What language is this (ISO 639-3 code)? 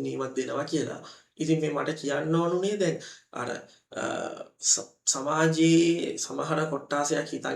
sin